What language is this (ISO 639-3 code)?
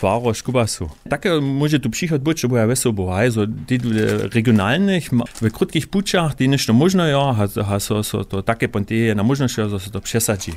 hsb